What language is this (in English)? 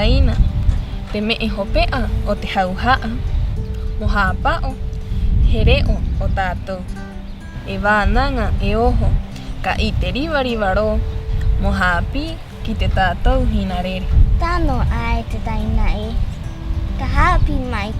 Rapanui